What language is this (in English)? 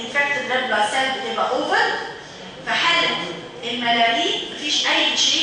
Egyptian Arabic